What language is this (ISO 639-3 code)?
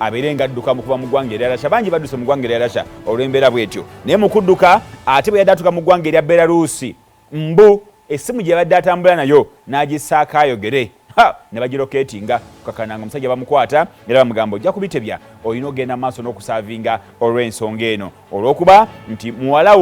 lug